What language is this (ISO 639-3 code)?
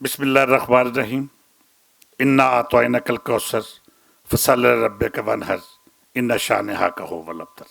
lah